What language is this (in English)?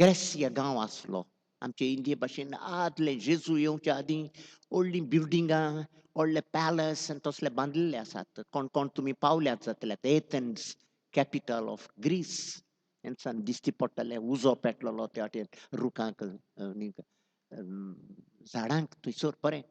Konkani